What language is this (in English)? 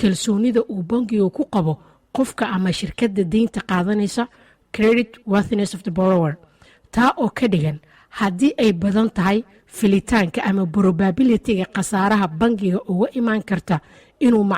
Somali